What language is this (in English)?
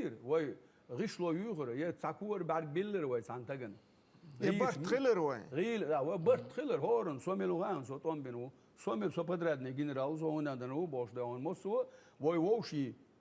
Chechen